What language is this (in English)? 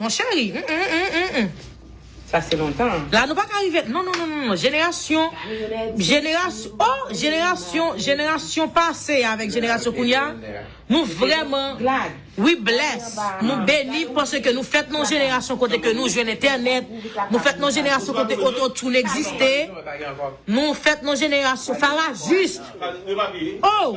Haitian Creole